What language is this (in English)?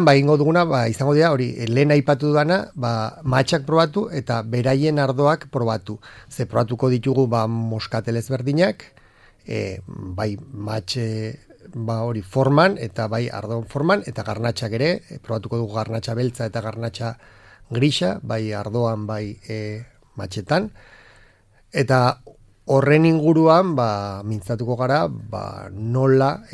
Basque